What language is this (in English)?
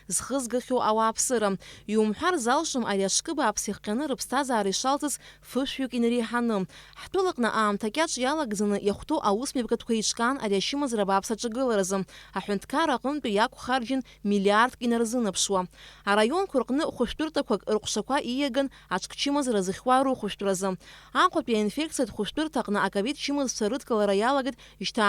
Abkhazian